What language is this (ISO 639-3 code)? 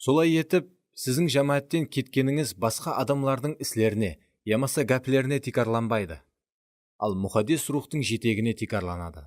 kaa